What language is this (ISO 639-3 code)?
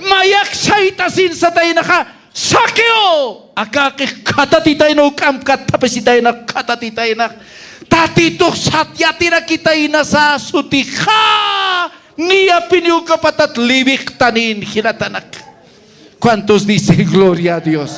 aym